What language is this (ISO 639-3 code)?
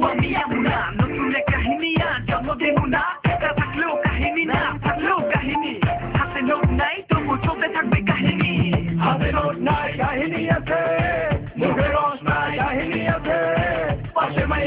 ben